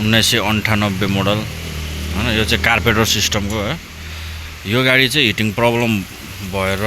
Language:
Nepali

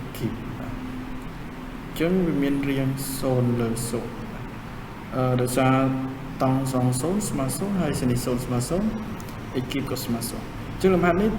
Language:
Khmer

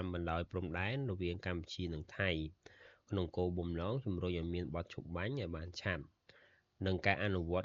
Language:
Khmer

